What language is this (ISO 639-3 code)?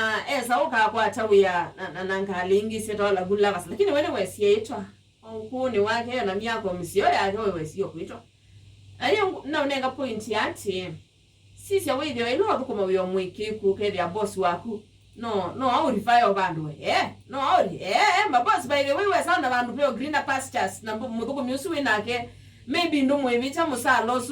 kam